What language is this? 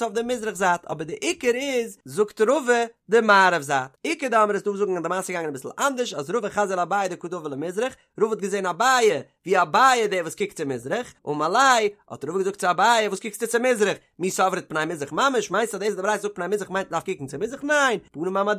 Yiddish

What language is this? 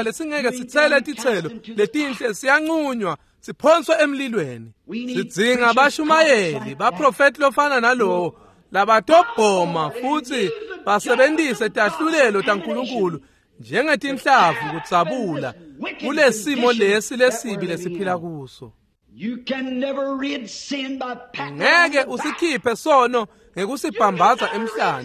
Swati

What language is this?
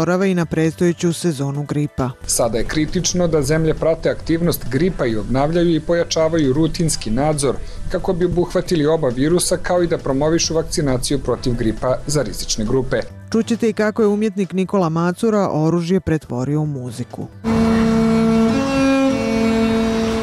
Bosnian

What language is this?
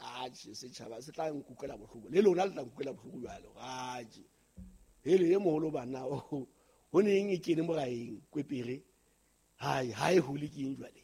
Southern Sotho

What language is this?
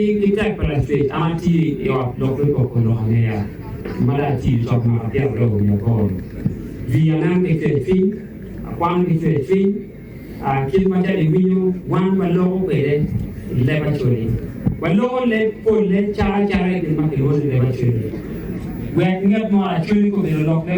Acoli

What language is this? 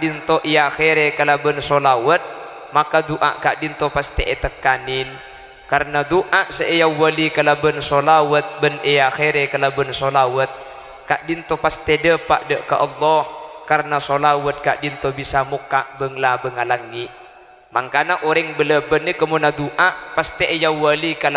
Madurese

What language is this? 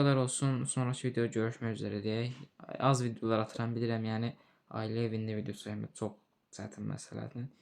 Azerbaijani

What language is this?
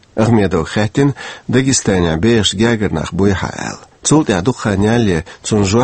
Chechen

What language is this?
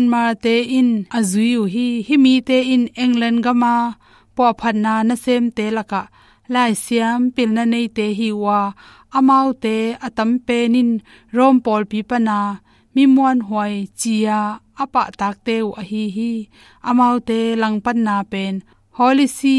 Tedim Chin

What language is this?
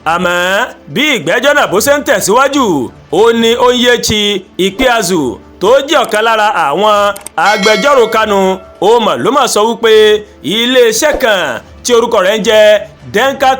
Yoruba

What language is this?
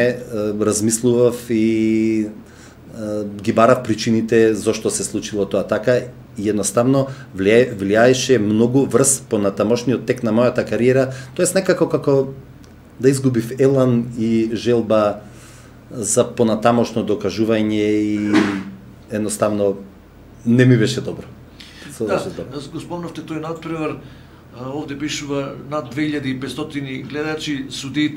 Macedonian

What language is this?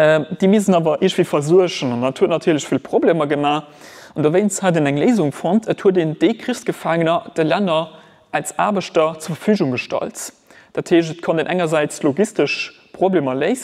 Luxembourgish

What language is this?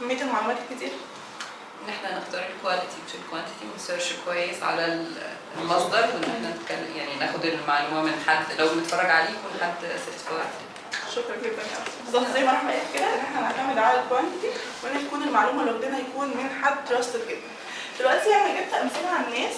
Egyptian Arabic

